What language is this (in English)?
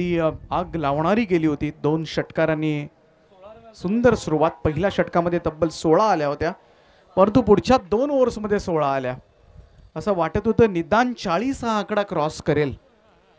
Marathi